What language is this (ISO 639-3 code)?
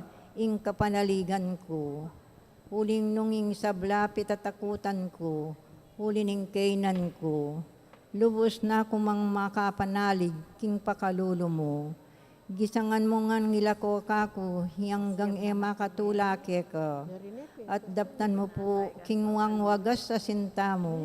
pam